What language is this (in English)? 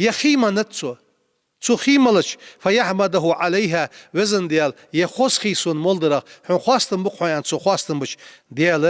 Ingush